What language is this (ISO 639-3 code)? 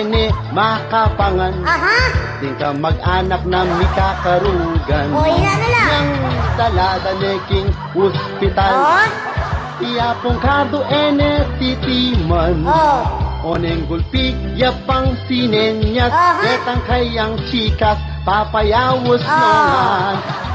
pam